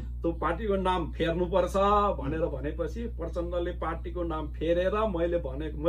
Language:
Nepali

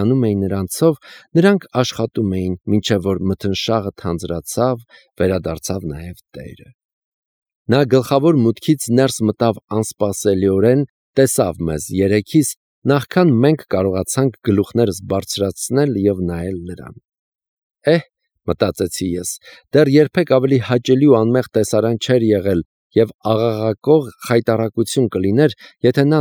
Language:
Armenian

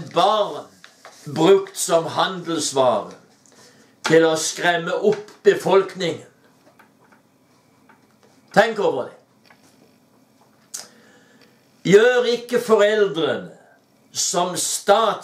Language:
Norwegian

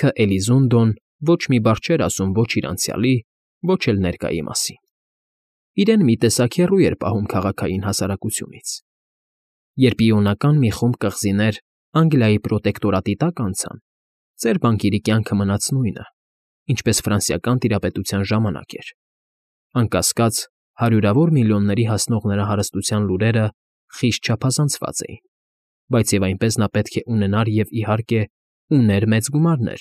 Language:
Armenian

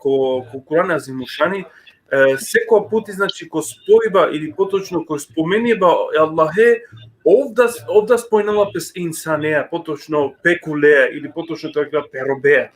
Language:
Balkan Romani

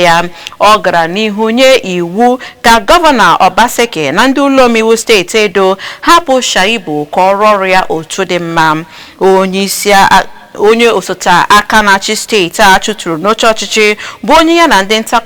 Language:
Igbo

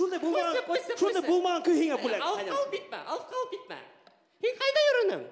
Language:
Bashkir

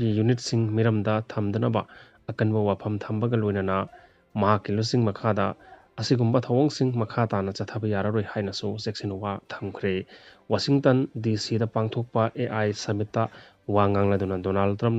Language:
Manipuri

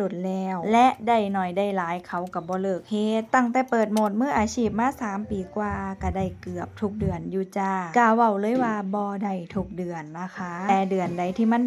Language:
Northeastern Thai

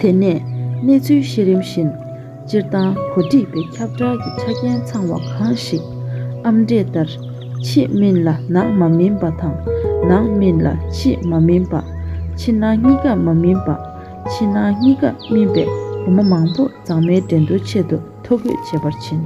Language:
Tibetan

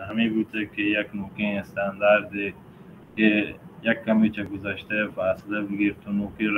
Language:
Baluchi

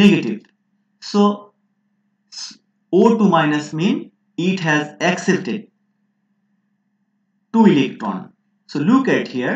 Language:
English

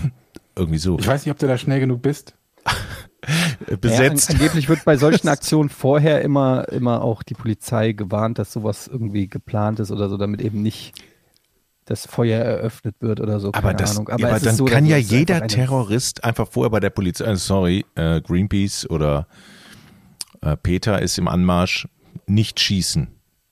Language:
German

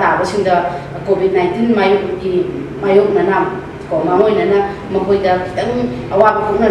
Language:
Manipuri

